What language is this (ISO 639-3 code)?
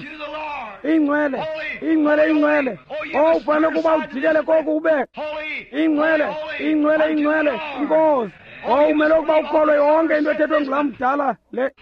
xho